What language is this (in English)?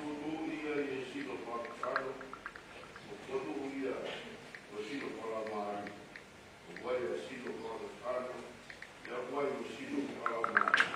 Tongan